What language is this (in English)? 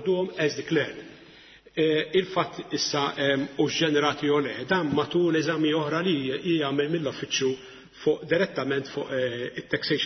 Maltese